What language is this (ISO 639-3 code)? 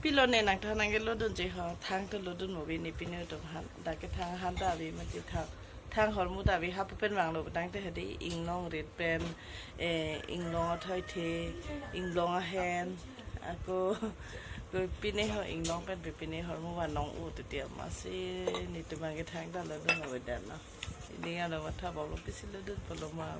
mjw